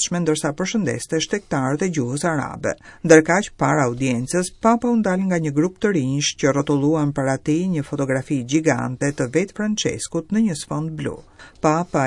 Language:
Albanian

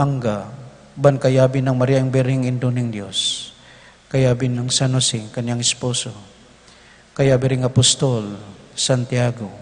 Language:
Pampanga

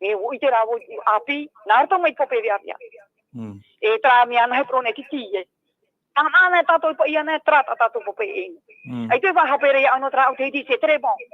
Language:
Tahitian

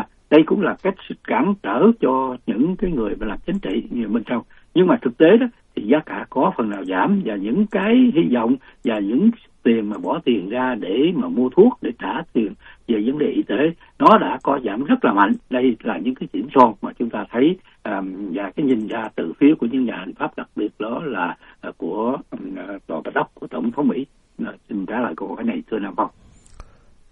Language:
Vietnamese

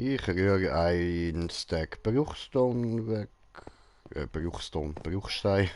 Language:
Swiss German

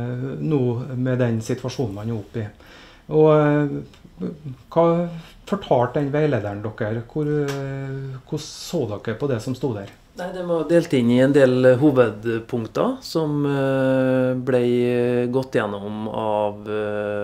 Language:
Norwegian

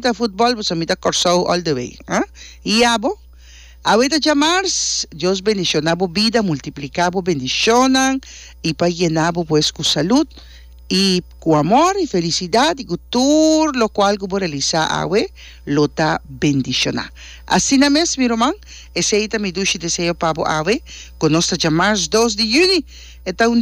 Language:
Papiamento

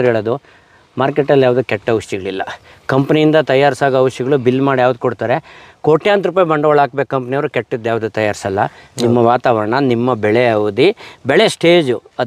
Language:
Kannada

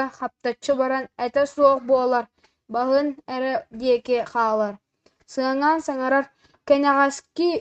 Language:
Yakut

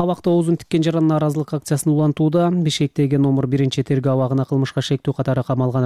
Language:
Kyrgyz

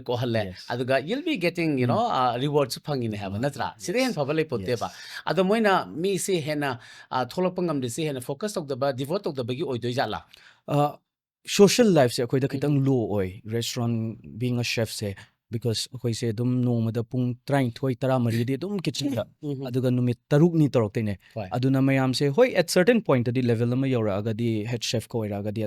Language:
Manipuri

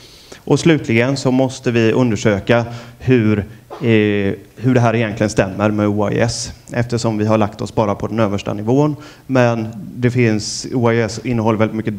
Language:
Swedish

